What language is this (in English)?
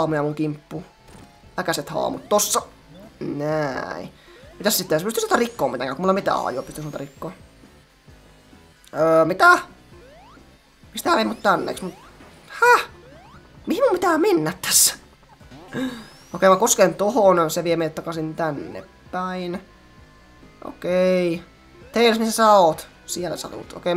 Finnish